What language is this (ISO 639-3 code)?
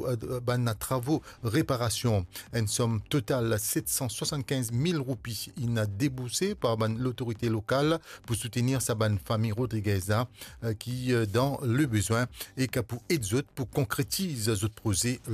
mfe